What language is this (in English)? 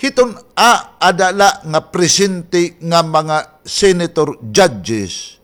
Waray